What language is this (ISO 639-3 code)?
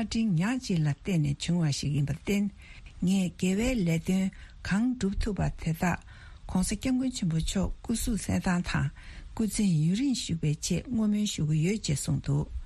bod